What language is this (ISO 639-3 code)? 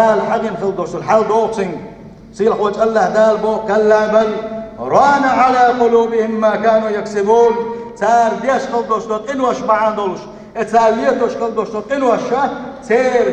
che